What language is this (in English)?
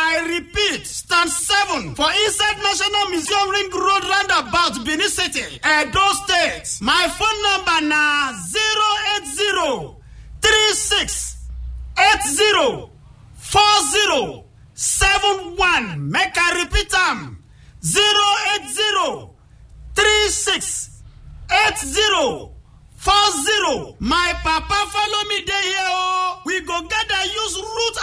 Nigerian Pidgin